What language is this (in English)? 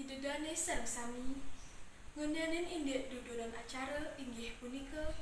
Balinese